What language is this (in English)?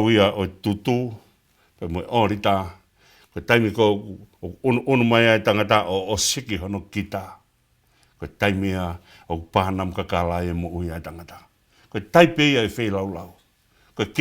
Tongan